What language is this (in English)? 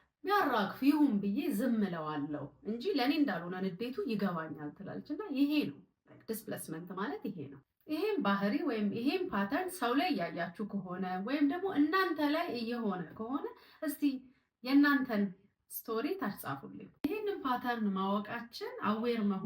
Amharic